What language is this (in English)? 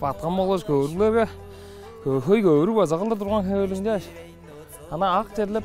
Tuvinian